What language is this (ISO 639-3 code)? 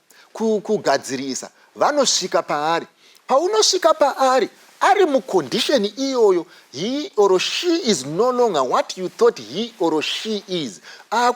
sna